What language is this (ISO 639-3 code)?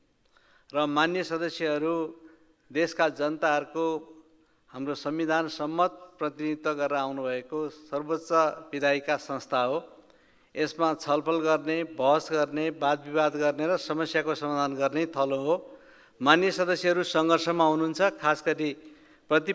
nep